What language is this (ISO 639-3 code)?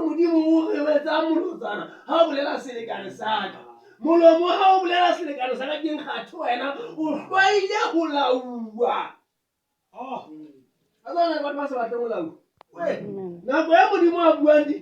sot